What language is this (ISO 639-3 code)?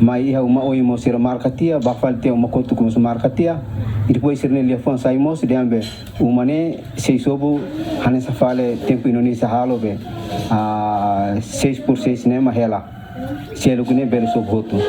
tet